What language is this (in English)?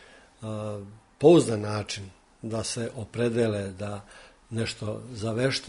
Serbian